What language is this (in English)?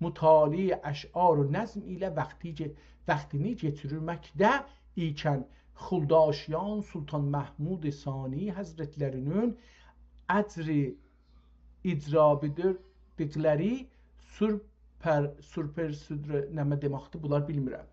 South Azerbaijani